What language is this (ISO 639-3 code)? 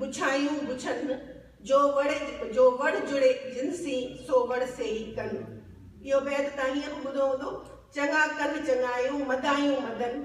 snd